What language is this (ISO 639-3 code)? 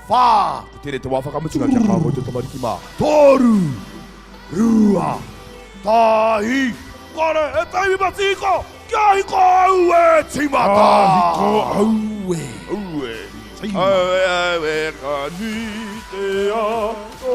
mri